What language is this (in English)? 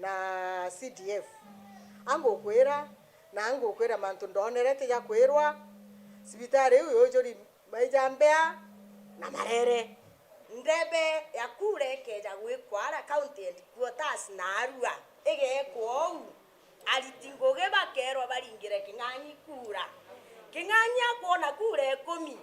Meru